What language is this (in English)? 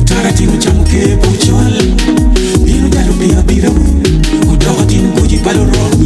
Acoli